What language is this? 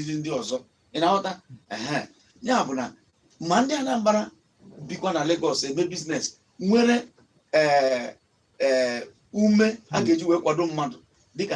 Igbo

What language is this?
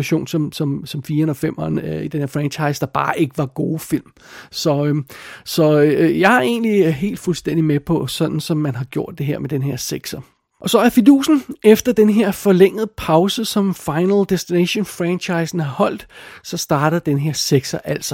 Danish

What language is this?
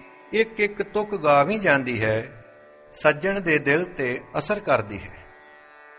Punjabi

